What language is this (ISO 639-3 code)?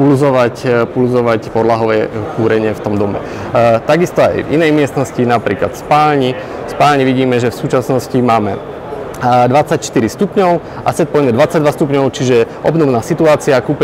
slk